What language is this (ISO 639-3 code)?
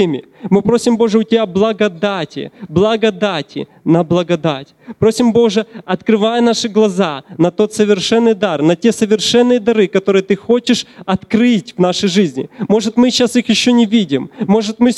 rus